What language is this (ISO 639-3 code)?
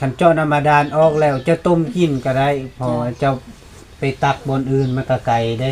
lao